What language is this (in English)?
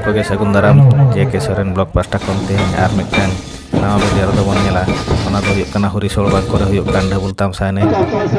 Santali